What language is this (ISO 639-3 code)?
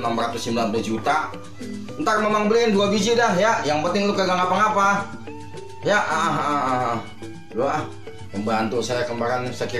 bew